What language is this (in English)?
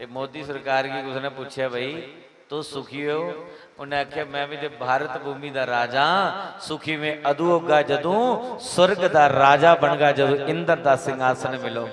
Dogri